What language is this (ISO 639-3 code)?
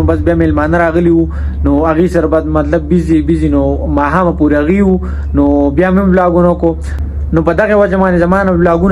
pus